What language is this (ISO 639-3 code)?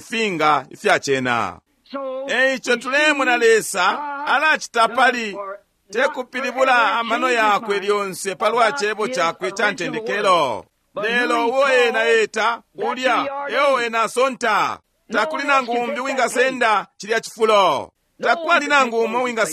bem